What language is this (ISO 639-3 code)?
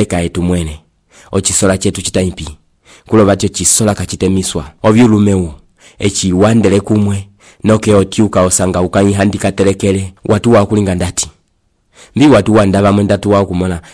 umb